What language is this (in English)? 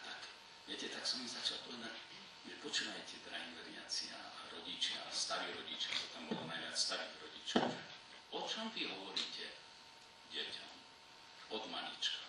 Slovak